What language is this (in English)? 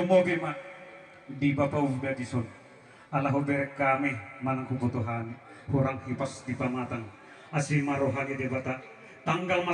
Batak Toba